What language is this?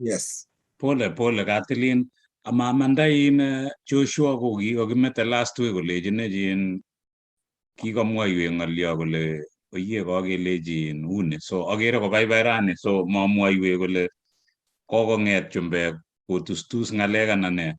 Kalenjin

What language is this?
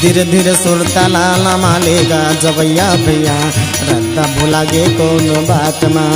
Chhattisgarhi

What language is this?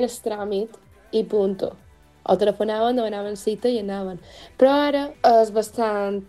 Catalan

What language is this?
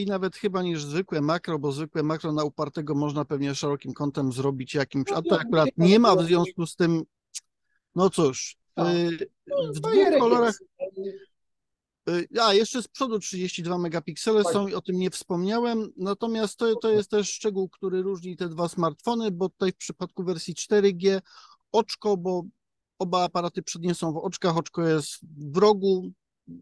Polish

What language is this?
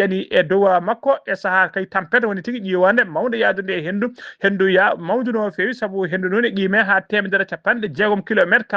Fula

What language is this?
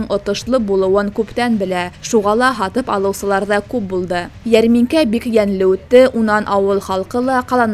Bashkir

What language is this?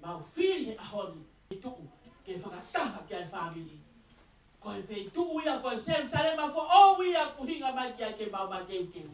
Tongan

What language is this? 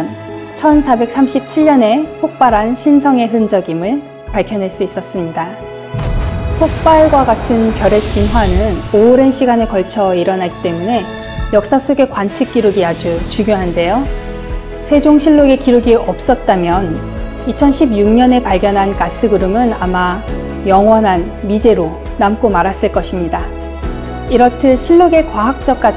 Korean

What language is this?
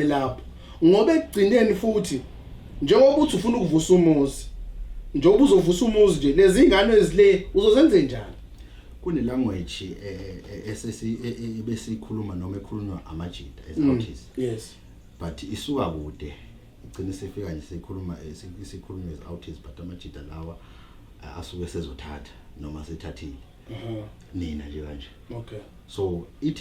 Zulu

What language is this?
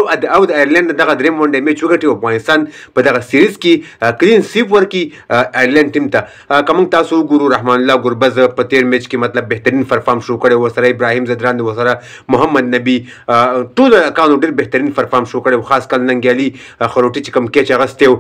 Pashto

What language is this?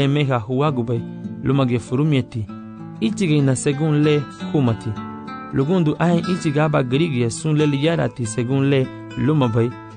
Garifuna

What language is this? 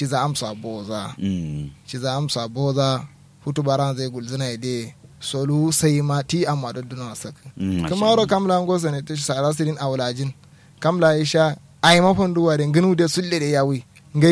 Kanuri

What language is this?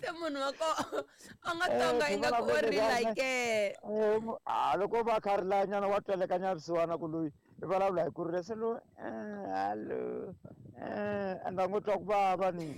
Tsonga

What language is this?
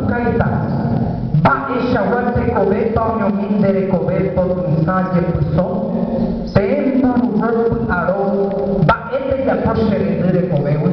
Guarani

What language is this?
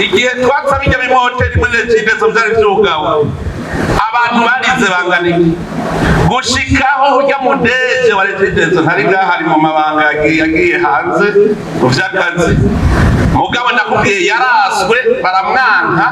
Rundi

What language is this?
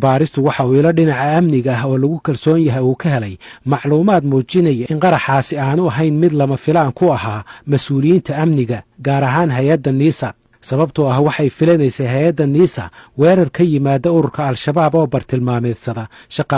Somali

